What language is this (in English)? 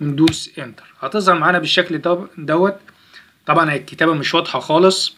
Egyptian Arabic